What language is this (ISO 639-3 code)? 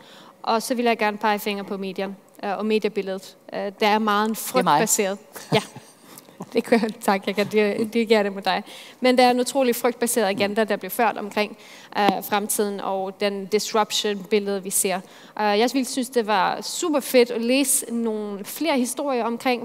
dan